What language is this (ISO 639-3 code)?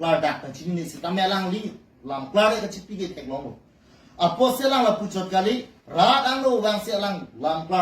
mjw